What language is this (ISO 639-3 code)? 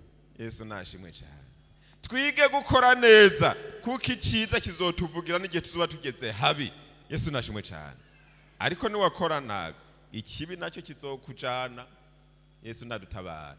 run